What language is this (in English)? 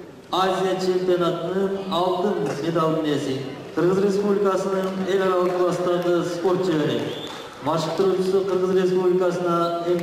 Kyrgyz